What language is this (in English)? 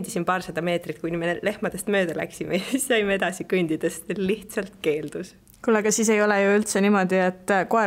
Estonian